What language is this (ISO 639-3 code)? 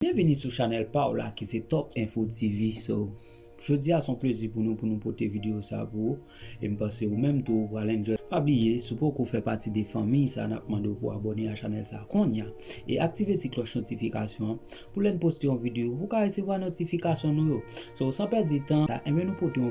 hat